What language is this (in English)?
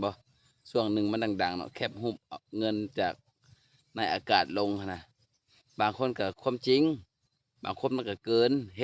Lao